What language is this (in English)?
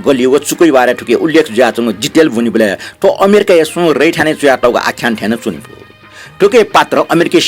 Newari